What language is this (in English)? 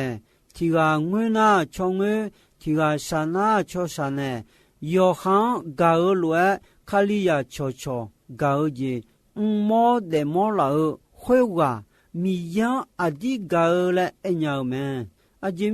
Akha